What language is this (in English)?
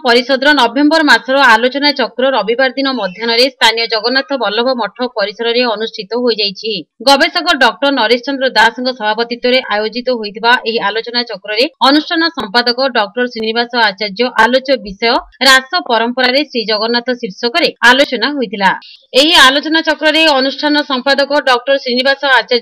Odia